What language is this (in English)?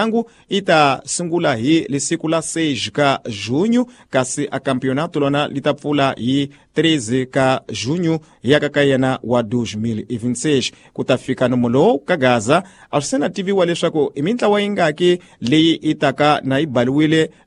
Tsonga